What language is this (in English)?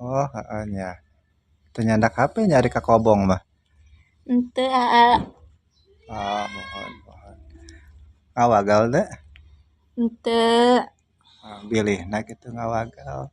Sundanese